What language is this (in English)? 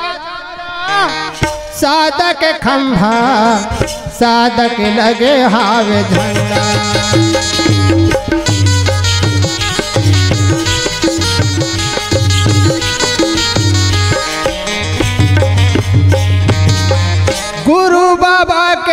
Chhattisgarhi